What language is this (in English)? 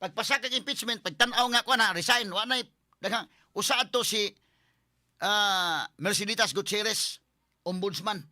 Cebuano